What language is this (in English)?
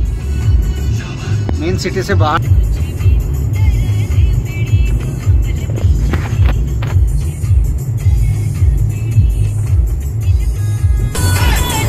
Hindi